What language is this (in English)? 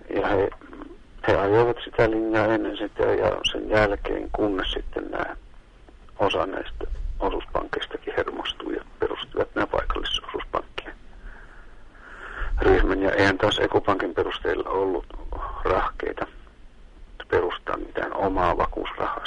Finnish